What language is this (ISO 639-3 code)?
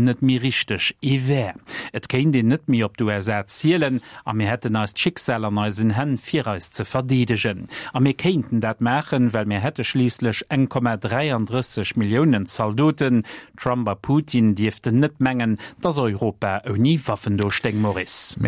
ltz